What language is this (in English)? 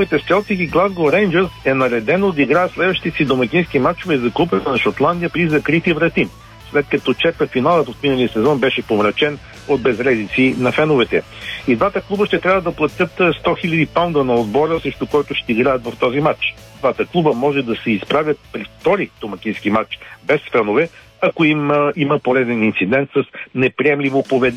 Bulgarian